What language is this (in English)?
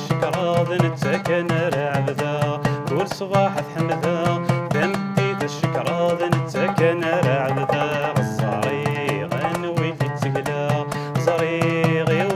Kabyle